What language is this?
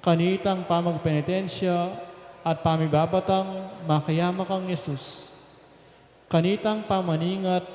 Pampanga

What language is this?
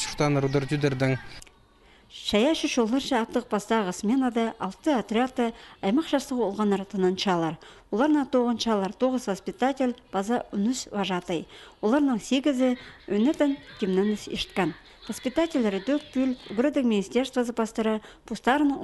Khakas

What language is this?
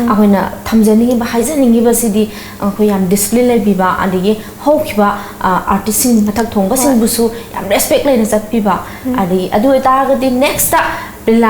Manipuri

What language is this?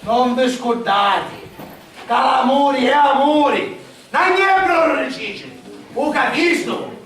Sicilian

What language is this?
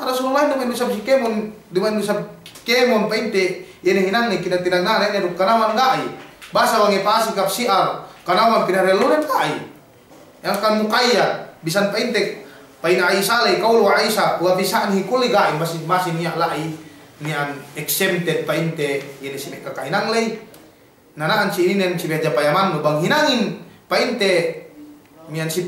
Yakan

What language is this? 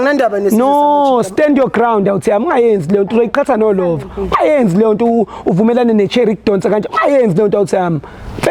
Zulu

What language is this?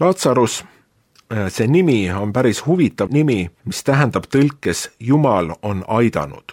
Estonian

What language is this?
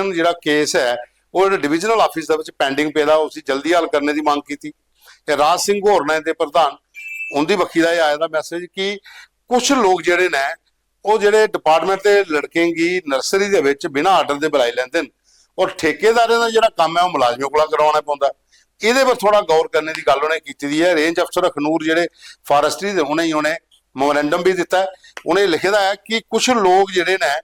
Dogri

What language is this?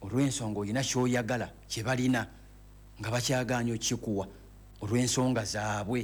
Ganda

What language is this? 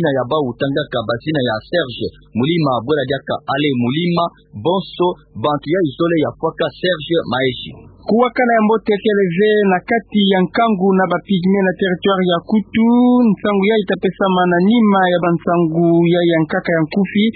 Kituba (Democratic Republic of Congo)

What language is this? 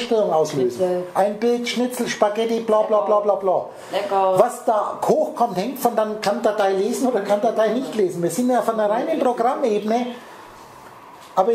German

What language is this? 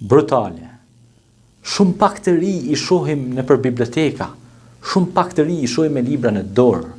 Albanian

